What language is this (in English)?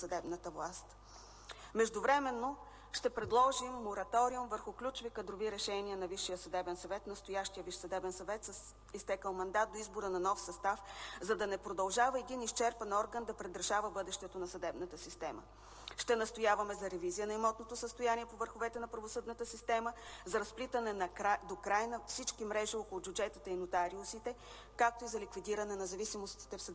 Bulgarian